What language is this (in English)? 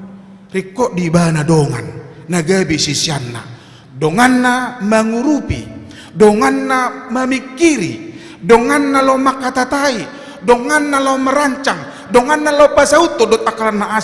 Batak Toba